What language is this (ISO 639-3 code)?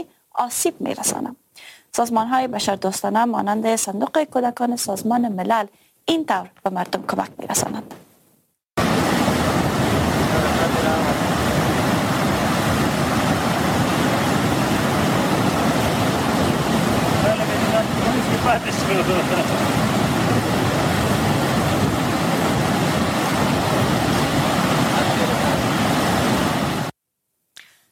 fas